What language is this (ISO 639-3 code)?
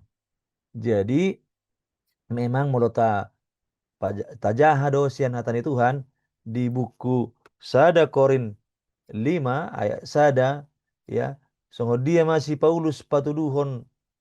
bbc